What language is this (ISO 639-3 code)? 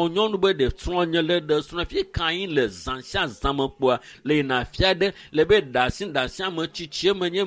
ewe